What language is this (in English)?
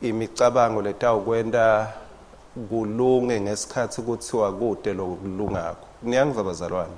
Swati